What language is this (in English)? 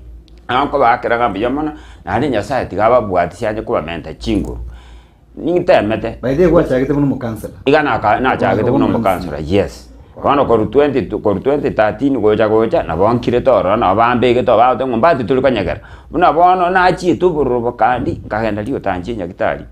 Gusii